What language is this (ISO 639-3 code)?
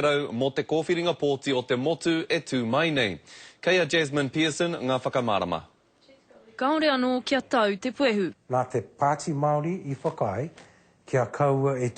mri